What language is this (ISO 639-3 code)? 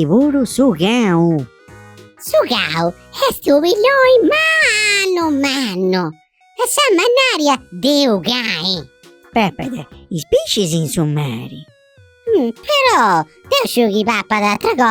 srd